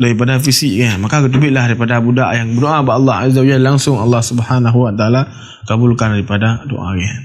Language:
Achinese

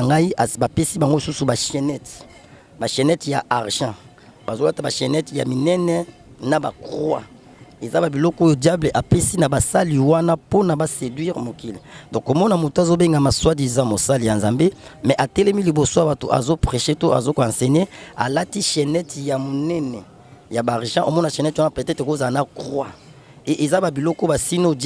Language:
Lingala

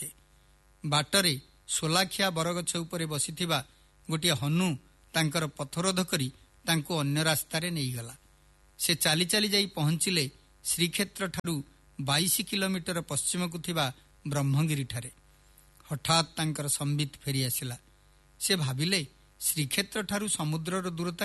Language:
Odia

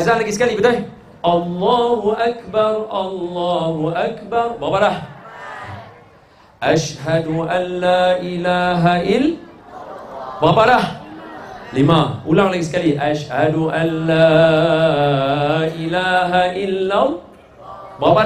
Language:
Malay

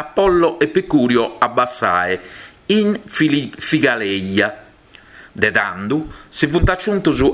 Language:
Sardinian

